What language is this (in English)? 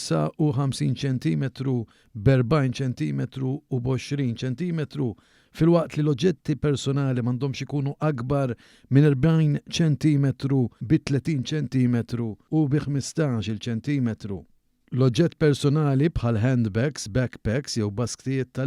Maltese